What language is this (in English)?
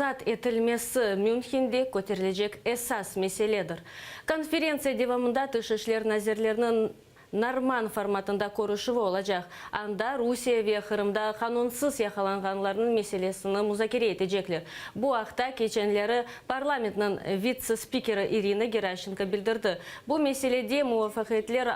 Crimean Tatar